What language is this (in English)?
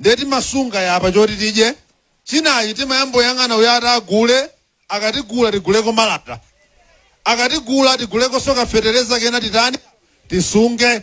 Nyanja